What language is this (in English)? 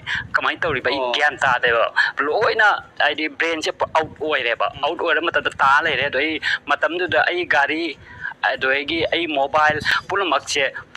Manipuri